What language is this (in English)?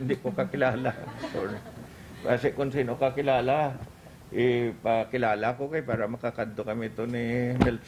Hiligaynon